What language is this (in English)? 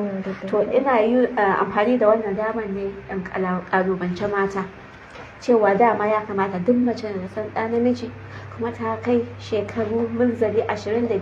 Hausa